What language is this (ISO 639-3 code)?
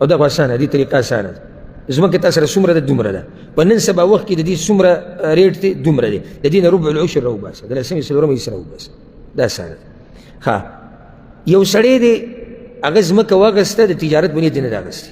pus